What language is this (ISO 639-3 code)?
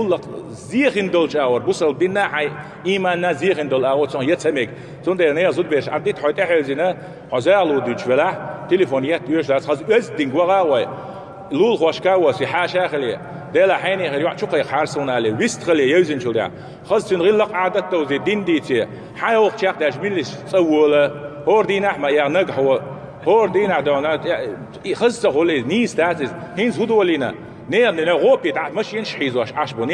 che